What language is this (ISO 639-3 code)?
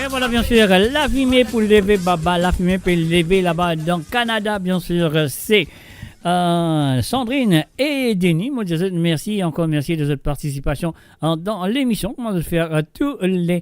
mfe